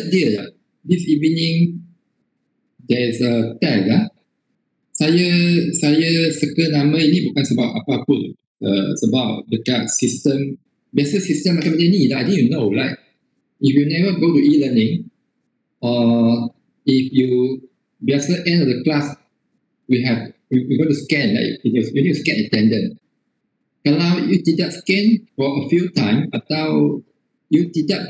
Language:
Malay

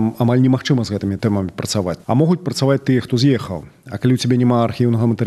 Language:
Belarusian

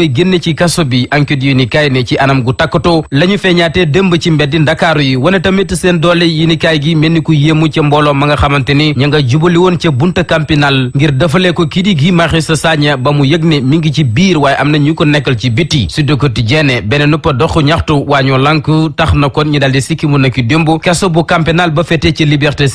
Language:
Wolof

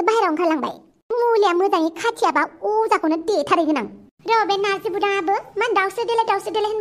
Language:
Bodo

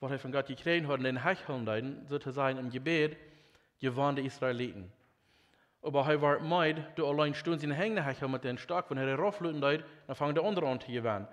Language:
Plautdietsch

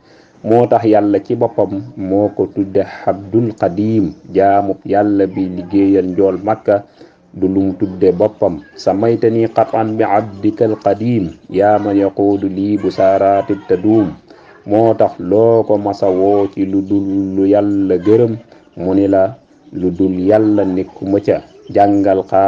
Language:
Wolof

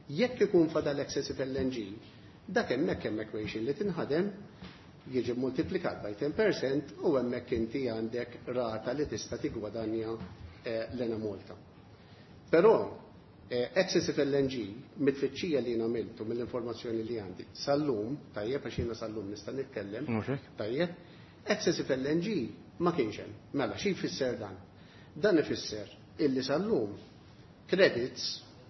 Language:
Maltese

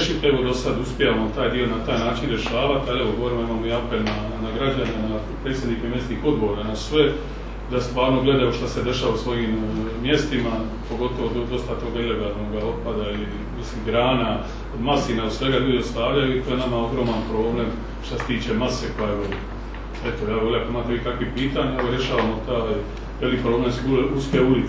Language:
Croatian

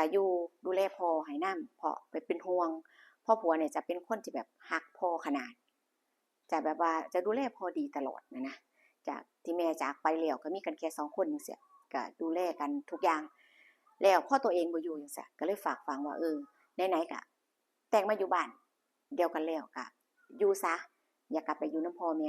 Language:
Northeastern Thai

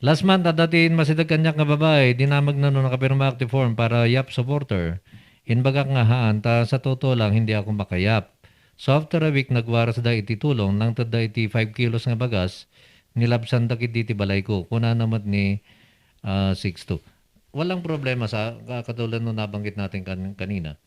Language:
Iloko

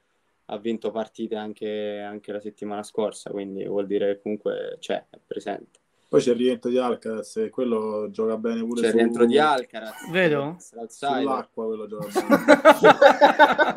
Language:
Italian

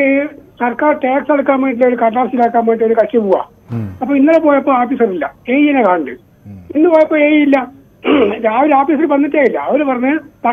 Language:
Malayalam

